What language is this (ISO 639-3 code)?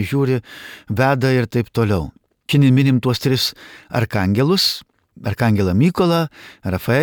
lit